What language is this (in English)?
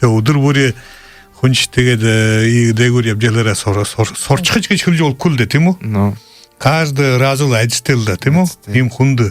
Buriat